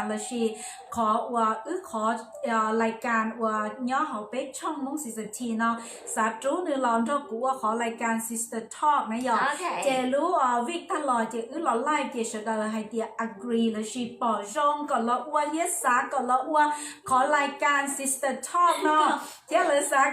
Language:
Hmong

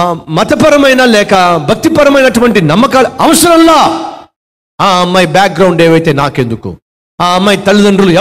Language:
Telugu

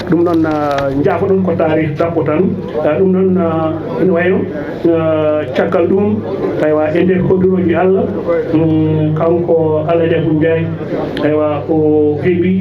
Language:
Fula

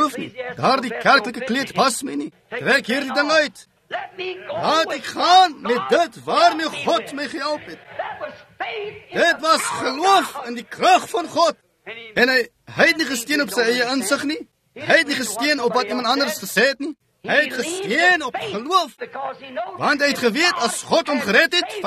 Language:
Afrikaans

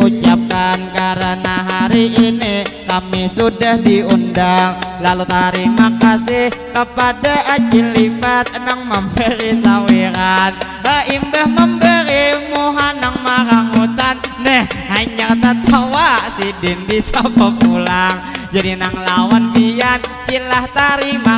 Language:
Banjar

